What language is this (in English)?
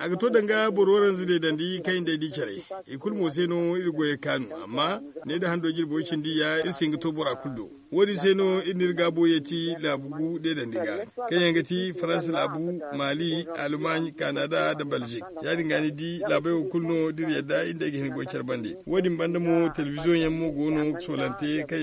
Zarma